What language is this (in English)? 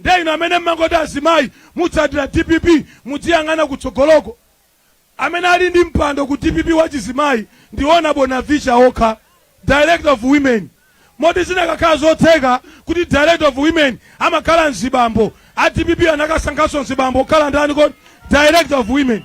Nyanja